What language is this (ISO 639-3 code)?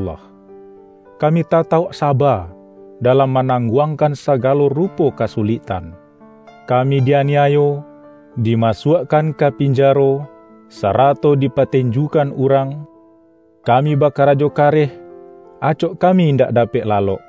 min